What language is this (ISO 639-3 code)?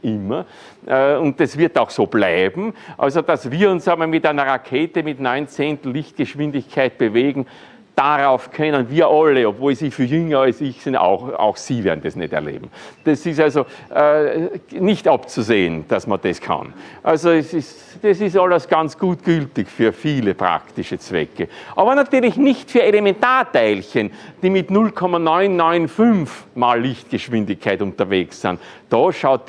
deu